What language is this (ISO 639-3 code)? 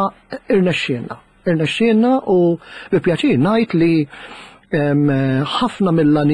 mlt